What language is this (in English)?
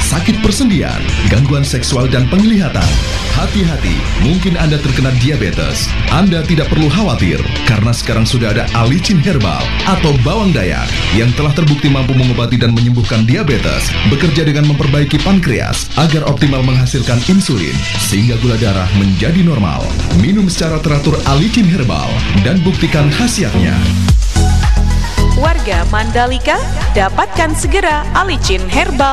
Indonesian